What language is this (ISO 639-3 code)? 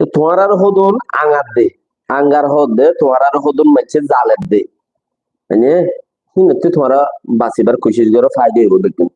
rhg